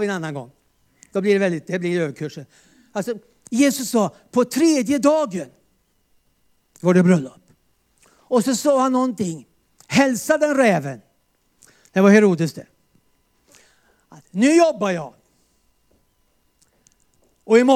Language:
Swedish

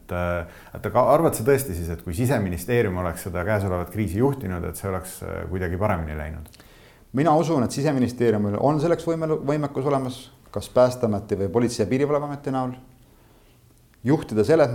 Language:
Estonian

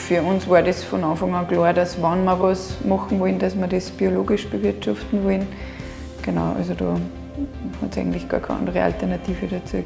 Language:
Bavarian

